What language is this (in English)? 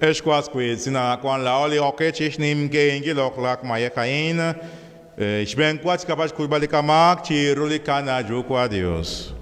Kekchí